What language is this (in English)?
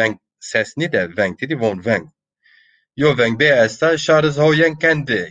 Zaza